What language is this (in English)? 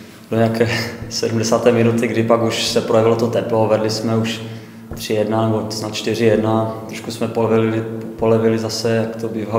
Czech